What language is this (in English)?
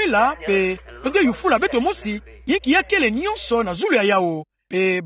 Kituba (Democratic Republic of Congo)